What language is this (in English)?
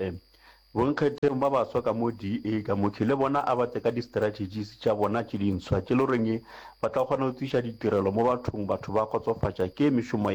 Northern Sotho